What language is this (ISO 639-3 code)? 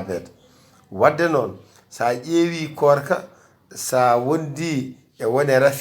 ful